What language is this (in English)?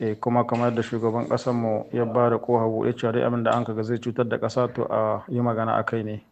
Hausa